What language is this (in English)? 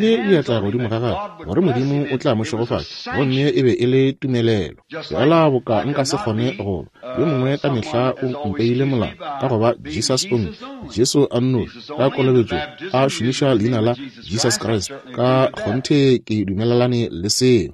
Northern Sotho